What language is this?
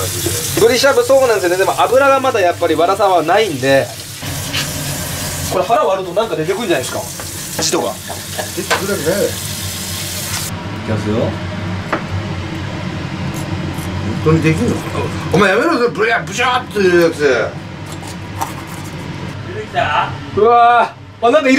Japanese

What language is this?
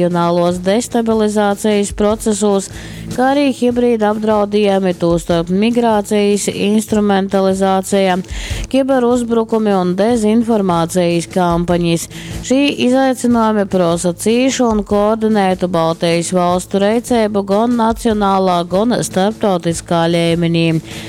Latgalian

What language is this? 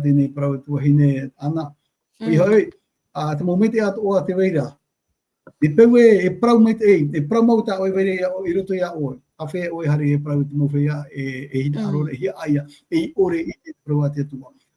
Tahitian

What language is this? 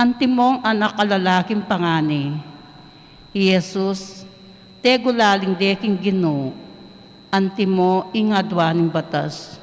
Pampanga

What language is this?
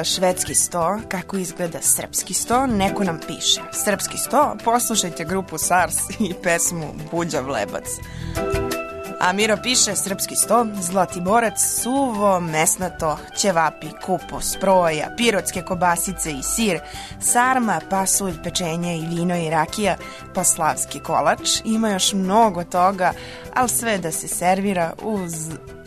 Serbian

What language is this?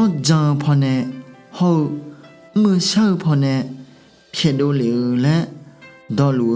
Akha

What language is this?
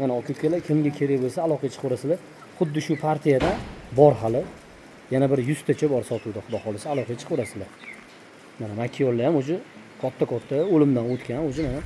Uzbek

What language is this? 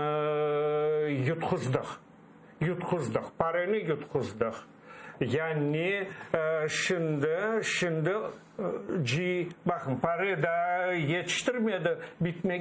Crimean Tatar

